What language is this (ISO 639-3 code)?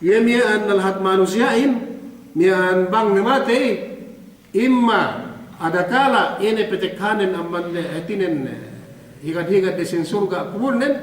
yka